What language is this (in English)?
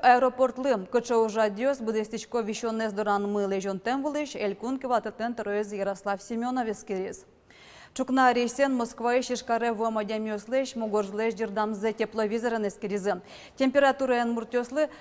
Udmurt